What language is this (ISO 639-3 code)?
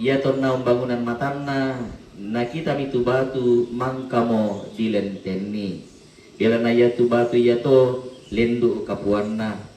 sda